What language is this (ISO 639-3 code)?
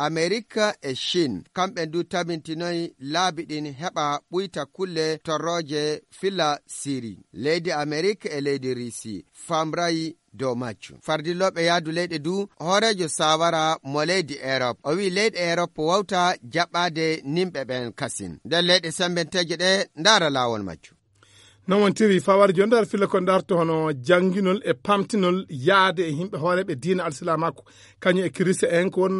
ful